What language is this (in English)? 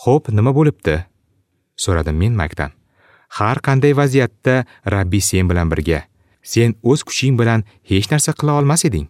Uzbek